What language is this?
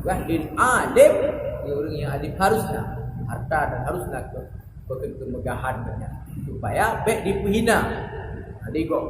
Achinese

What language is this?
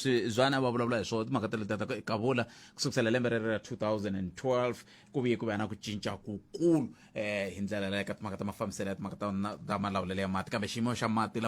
Tsonga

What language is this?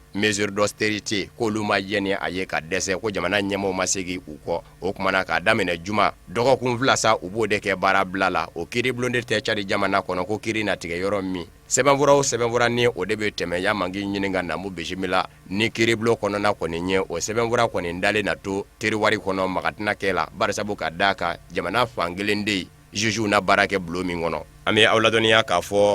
Bambara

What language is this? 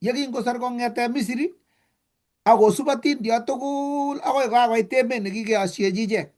Kalenjin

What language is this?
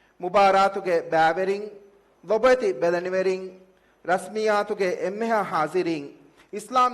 Divehi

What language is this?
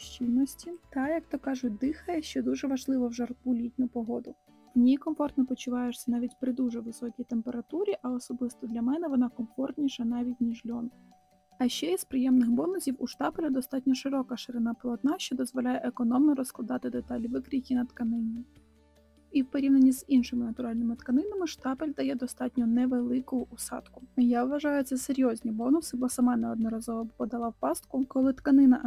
Ukrainian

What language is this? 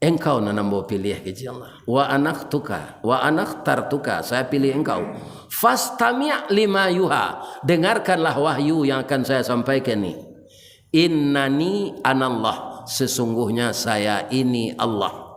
Minangkabau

